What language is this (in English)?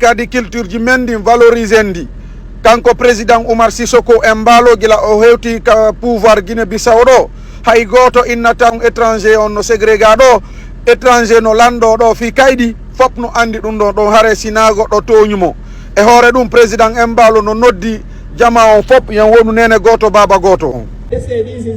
Fula